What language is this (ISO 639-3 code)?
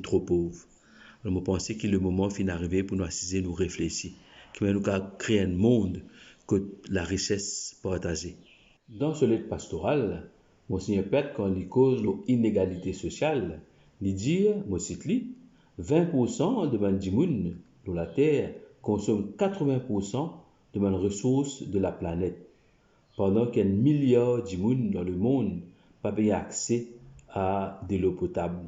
mfe